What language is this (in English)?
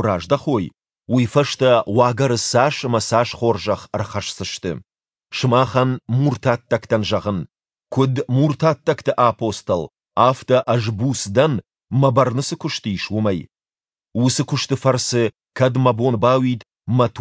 Ossetic